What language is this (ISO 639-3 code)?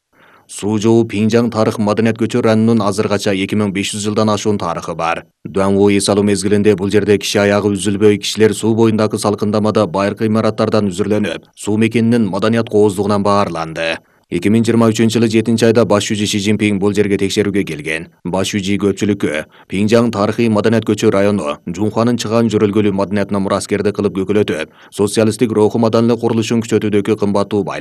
kir